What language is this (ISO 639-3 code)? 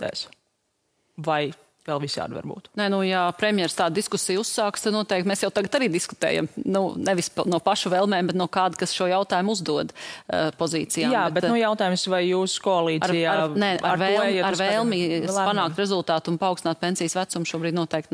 lav